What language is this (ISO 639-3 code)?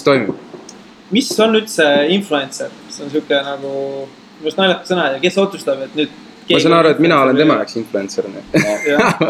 est